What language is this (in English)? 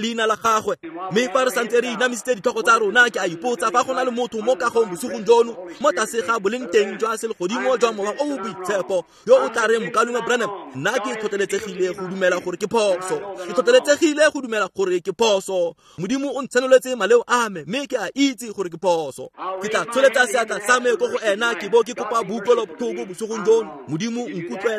Tswana